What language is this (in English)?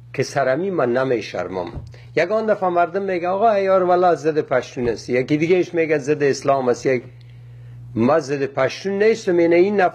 Persian